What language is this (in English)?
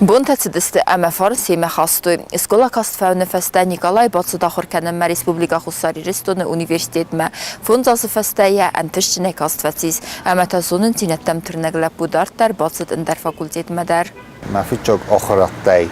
Ossetic